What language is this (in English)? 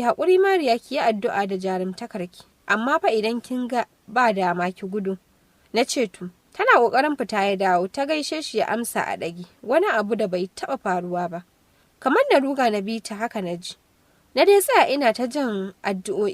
Hausa